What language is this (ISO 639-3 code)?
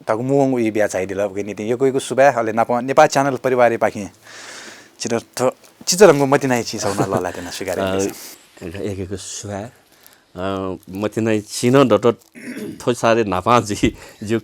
new